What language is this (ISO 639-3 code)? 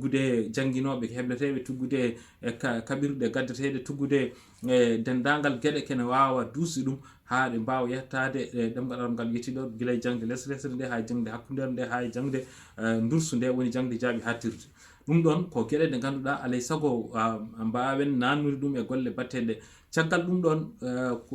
ful